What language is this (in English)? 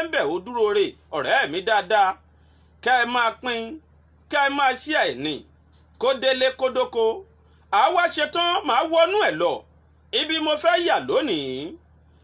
Yoruba